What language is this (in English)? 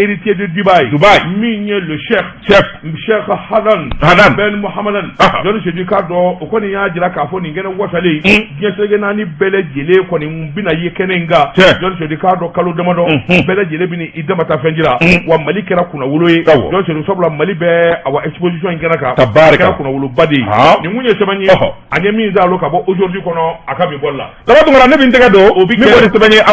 Bambara